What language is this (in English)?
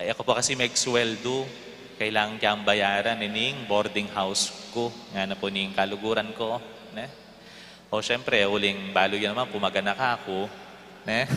Pampanga